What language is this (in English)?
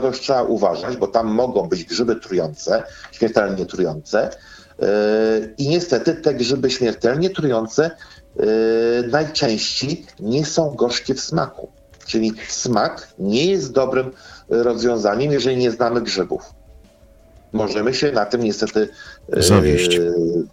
Polish